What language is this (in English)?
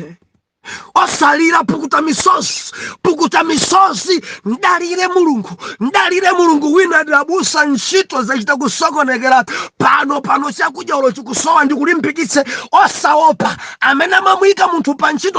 Nyanja